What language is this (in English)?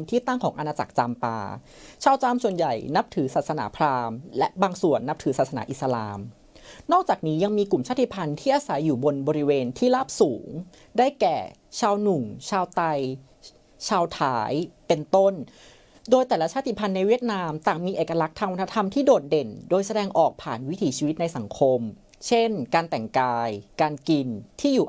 Thai